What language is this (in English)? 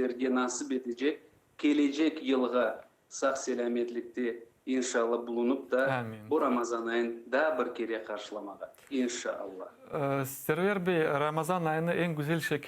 Crimean Tatar